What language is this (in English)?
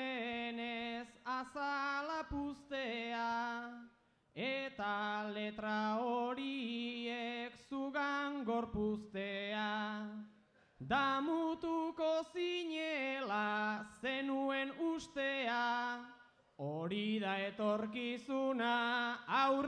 Basque